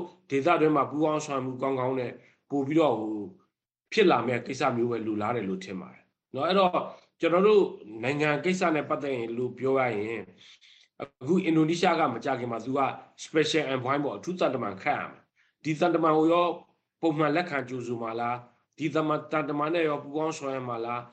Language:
Burmese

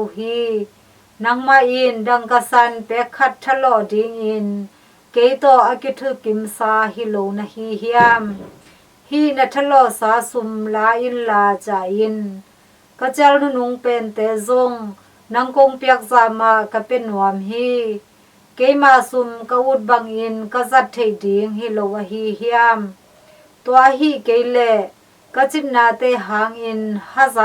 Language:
Tedim Chin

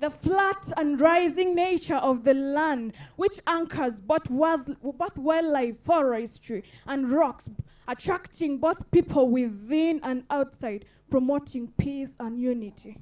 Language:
Acoli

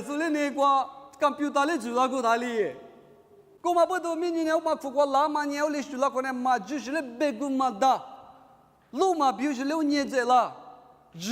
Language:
Lisu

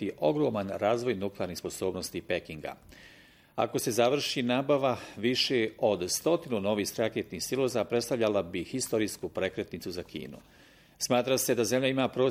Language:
Bosnian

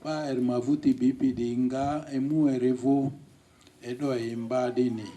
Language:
Lugbara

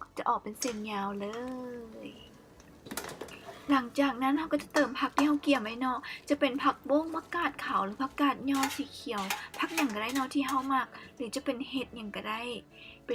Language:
Lao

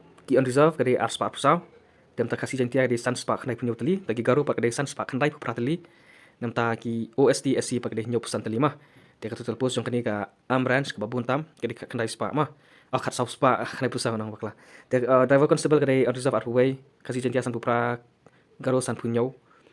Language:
Khasi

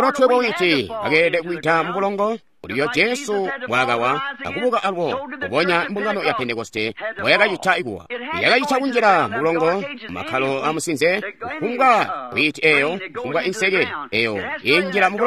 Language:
Tonga (Zambia)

